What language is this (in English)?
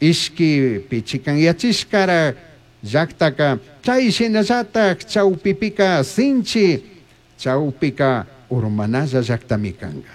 Chimborazo Highland Quichua